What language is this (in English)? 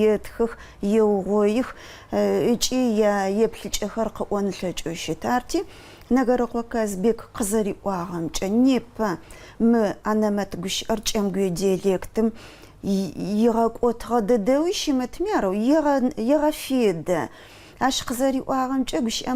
Adyghe